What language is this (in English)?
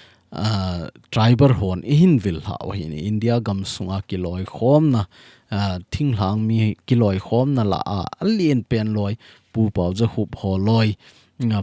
Thado Chin